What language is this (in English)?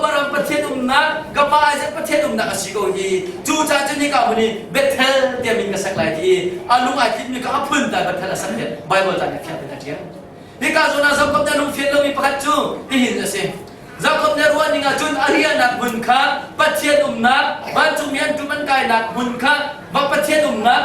Hakha Chin